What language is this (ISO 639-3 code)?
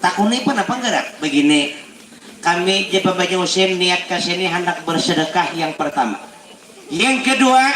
bjn